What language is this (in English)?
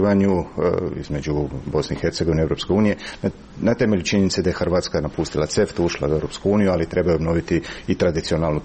Croatian